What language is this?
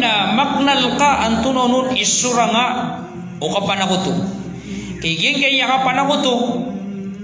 Maranao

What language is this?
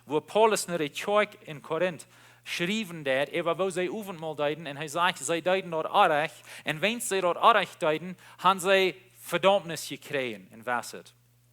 Plautdietsch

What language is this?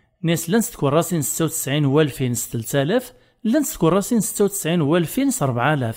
Kabyle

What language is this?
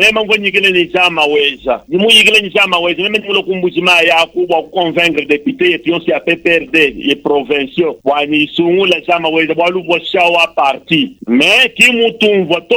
Luba-Lulua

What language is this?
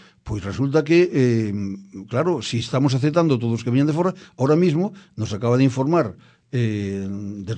Galician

